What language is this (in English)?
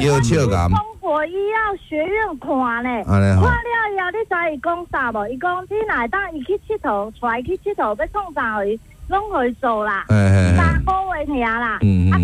Min Nan Chinese